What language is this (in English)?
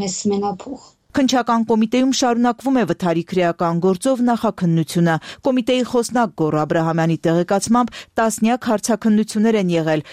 Armenian